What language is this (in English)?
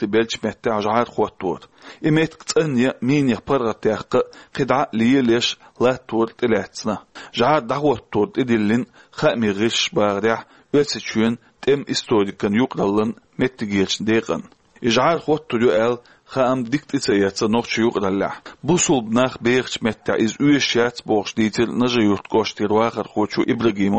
Chechen